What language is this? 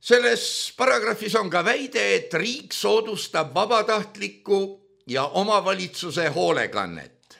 Estonian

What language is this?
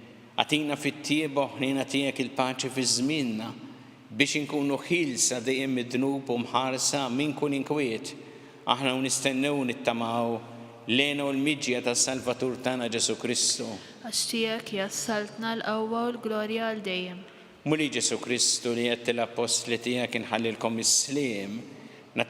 Maltese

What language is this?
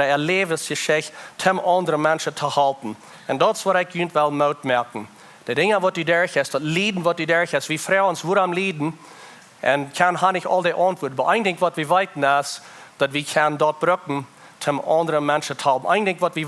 Plautdietsch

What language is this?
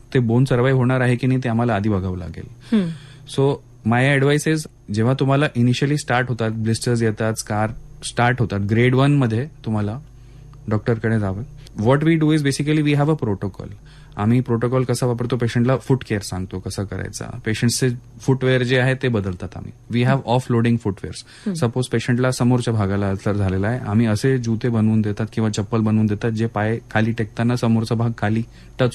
Marathi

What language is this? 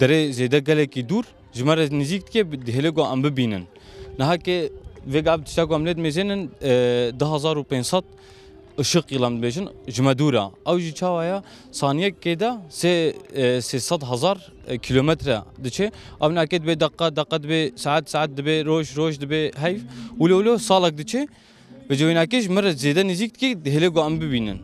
Kurdish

